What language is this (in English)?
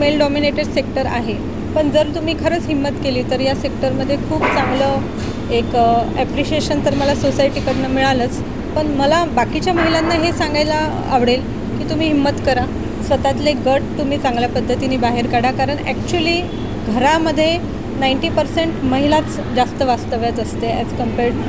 Marathi